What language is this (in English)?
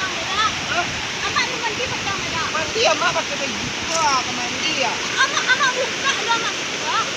Minangkabau